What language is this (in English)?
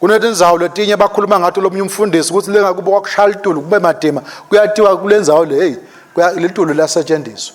Swati